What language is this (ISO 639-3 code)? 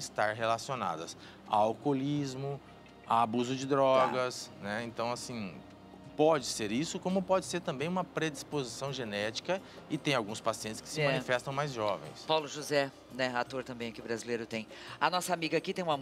por